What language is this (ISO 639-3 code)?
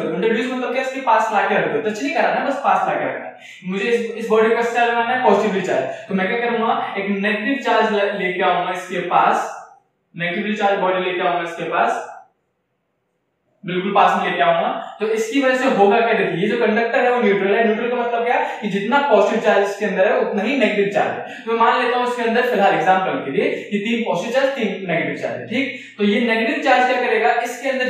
hin